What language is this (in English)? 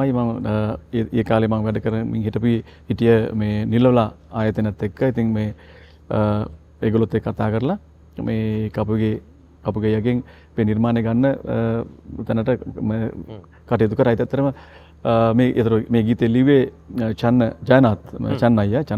Sinhala